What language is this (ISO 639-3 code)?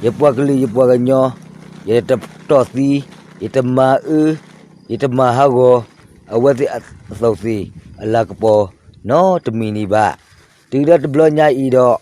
ksw